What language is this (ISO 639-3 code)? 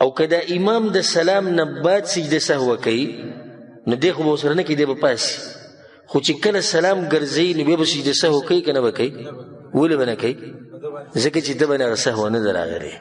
pus